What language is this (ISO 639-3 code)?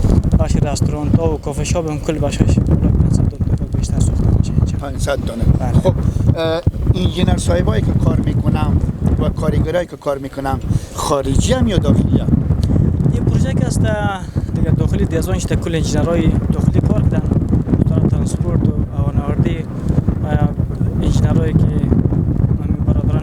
haz